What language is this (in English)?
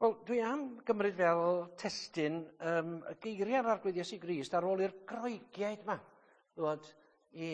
Welsh